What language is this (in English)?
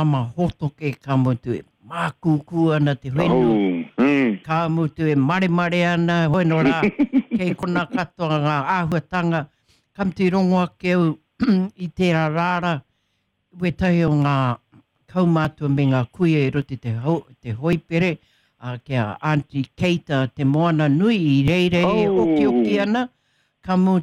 Māori